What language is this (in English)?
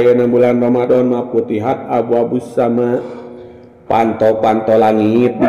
Sundanese